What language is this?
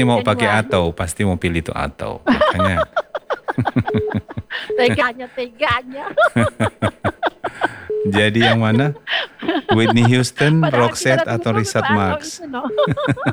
Indonesian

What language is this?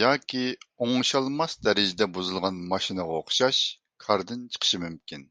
Uyghur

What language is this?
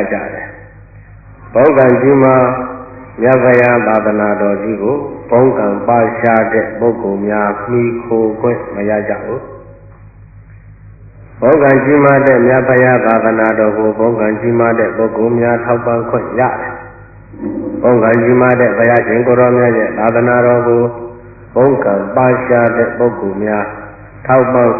Burmese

